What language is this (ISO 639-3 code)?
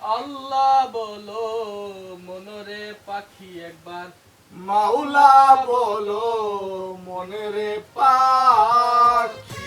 syl